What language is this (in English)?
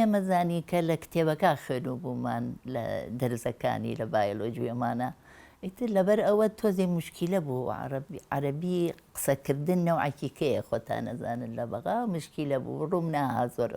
Central Kurdish